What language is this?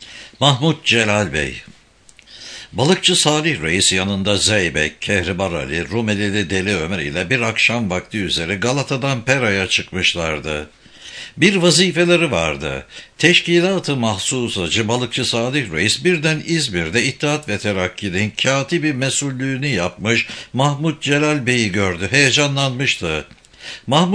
Turkish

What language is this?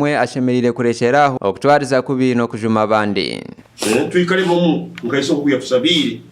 Nyankole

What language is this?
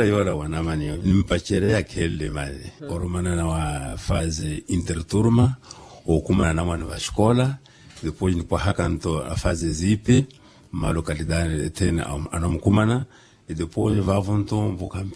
Makhuwa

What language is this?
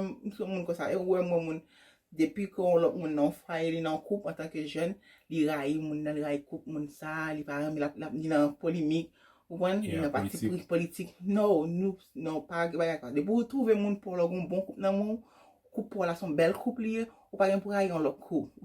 Haitian Creole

